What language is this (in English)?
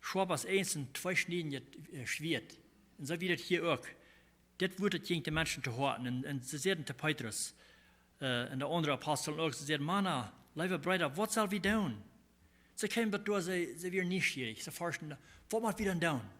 Plautdietsch